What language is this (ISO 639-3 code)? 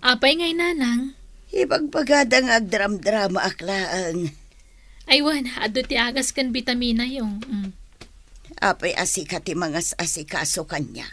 ilo